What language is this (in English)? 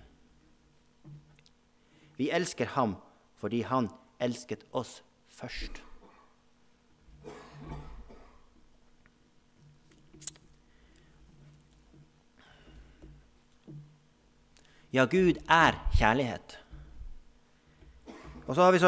Norwegian